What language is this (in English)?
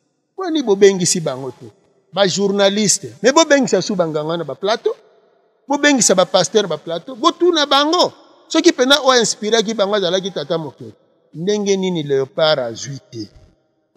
Lingala